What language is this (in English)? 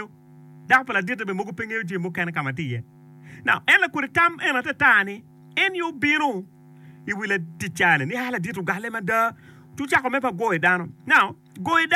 Acoli